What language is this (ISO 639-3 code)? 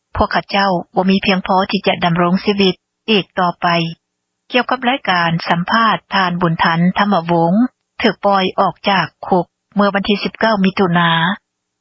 lao